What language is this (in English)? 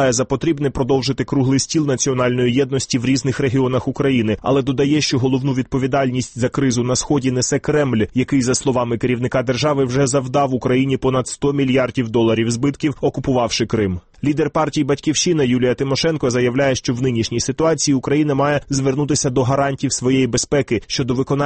Ukrainian